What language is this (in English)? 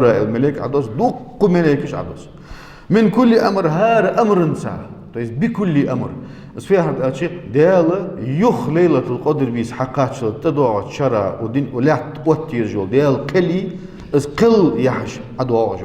Ingush